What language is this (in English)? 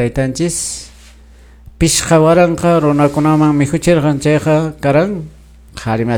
Quechua